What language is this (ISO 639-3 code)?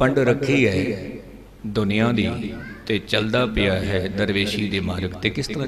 pan